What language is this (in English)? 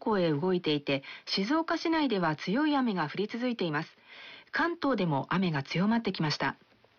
Japanese